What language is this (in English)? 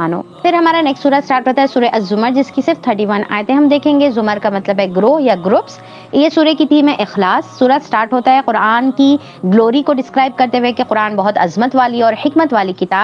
Urdu